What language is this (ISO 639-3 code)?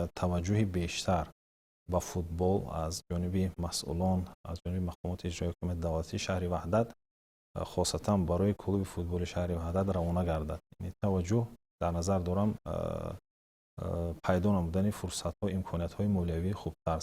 tgk